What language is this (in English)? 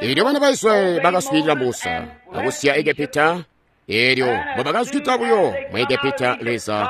Tonga (Zambia)